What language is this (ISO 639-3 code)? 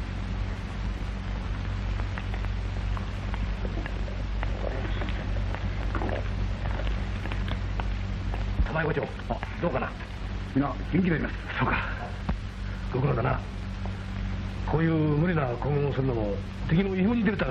jpn